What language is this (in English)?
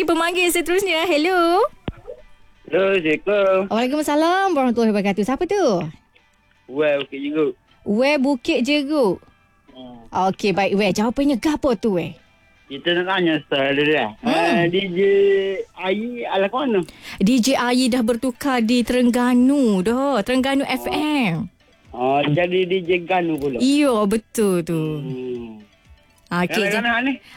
Malay